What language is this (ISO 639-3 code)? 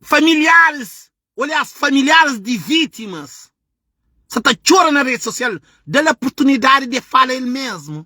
kea